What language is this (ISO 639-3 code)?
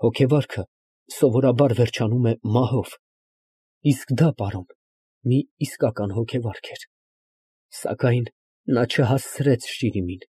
hye